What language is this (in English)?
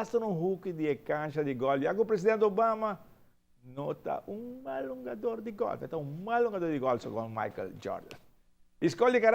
Papiamento